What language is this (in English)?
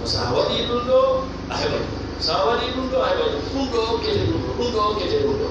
Fula